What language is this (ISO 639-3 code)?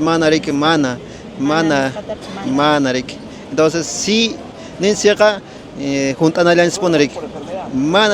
que